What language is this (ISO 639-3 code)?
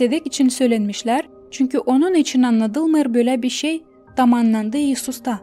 gag